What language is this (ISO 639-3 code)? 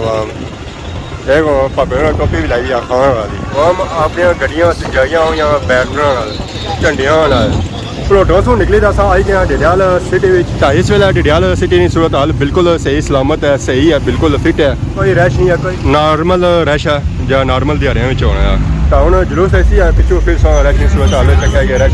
phr